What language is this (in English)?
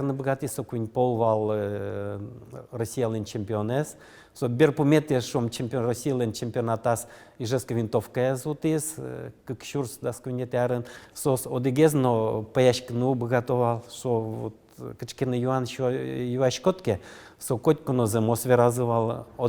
Udmurt